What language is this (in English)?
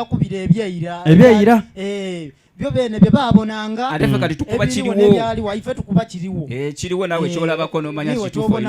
Soga